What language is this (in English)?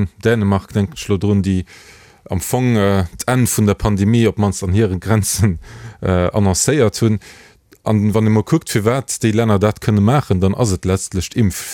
Luxembourgish